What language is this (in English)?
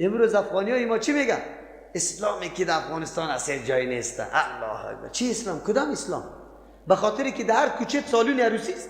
Persian